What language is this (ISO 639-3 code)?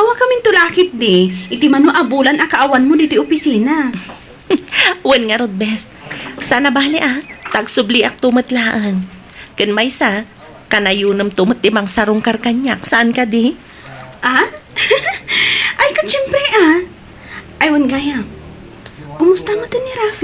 ilo